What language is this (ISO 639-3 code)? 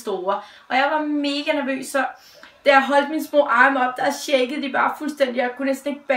dan